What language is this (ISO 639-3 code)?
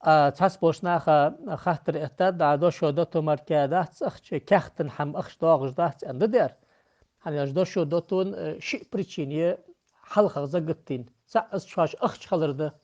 inh